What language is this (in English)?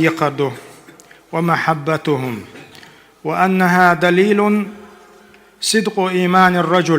Chechen